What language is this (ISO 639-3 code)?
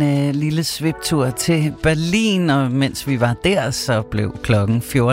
dan